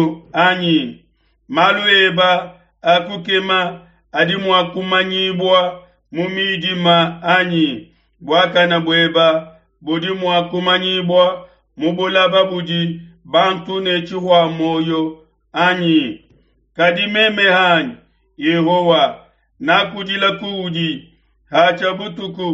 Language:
Luba-Lulua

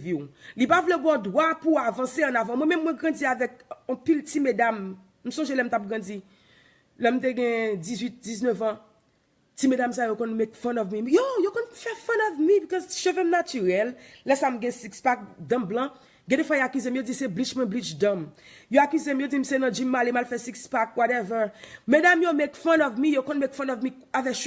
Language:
Haitian Creole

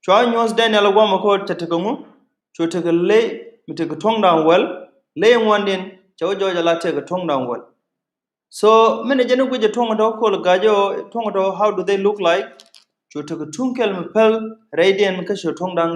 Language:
Nuer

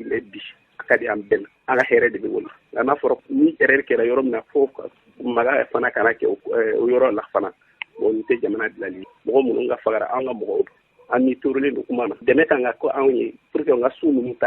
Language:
Bambara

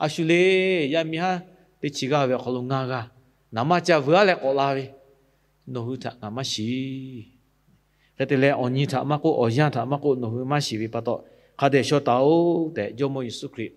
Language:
Lahu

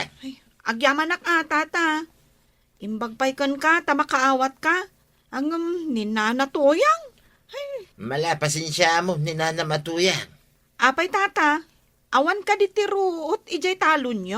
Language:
Iloko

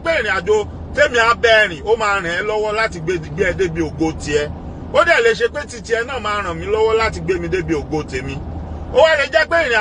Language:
Yoruba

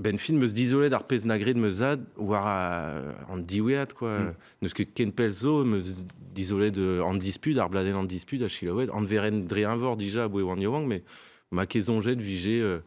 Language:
Breton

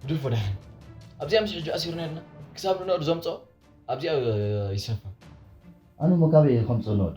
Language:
Tigrinya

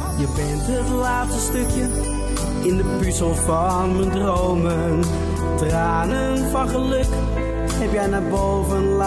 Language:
Dutch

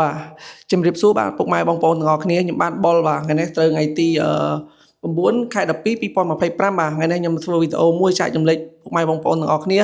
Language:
Khmer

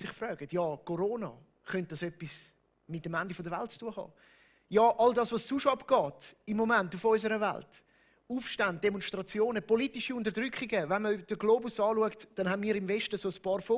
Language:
Swiss German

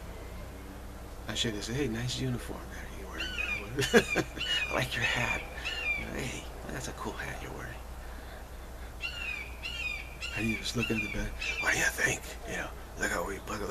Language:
English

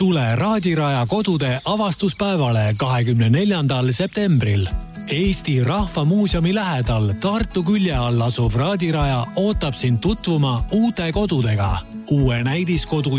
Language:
Estonian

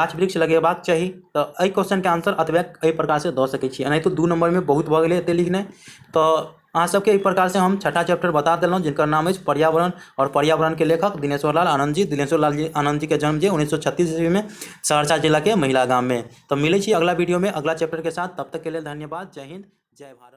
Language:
Maithili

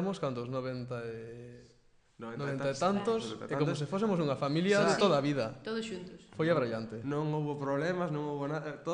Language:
Galician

